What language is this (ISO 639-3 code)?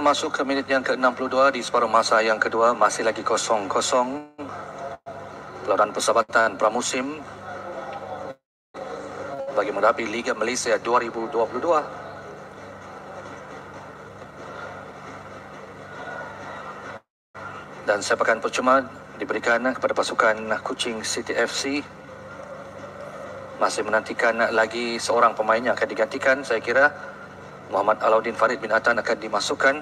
msa